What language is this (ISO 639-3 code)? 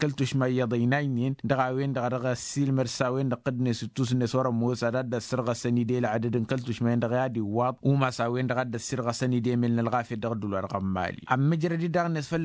taq